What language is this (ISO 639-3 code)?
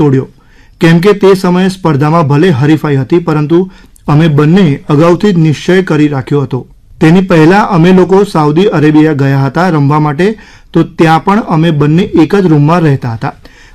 guj